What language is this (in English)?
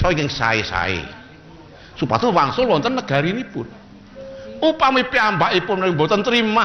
Javanese